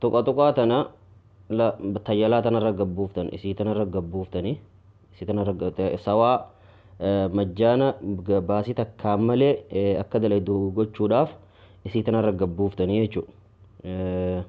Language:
Oromo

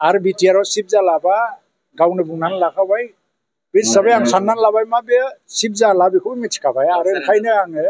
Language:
Bodo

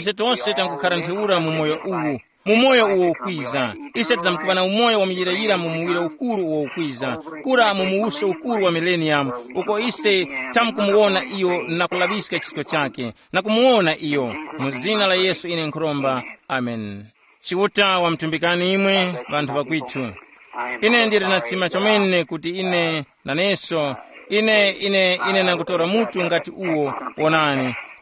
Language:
Tumbuka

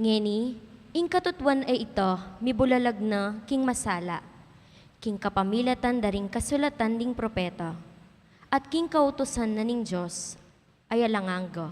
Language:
Pampanga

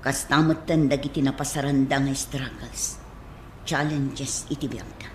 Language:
Iloko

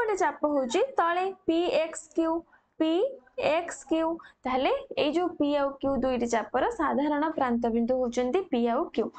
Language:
Odia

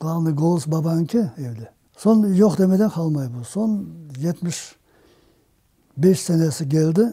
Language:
Crimean Tatar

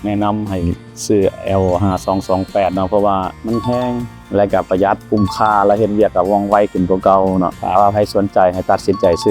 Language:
Lao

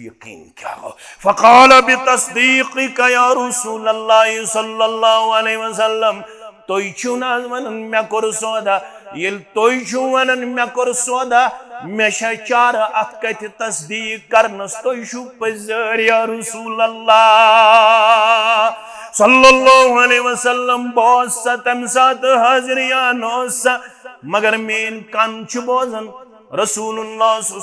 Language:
Kashmiri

